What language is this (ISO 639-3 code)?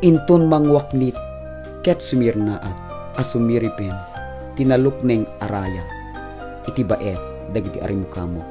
ilo